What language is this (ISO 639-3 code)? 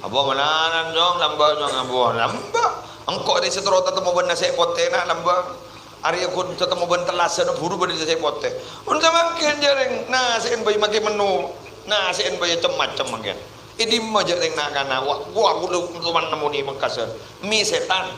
mad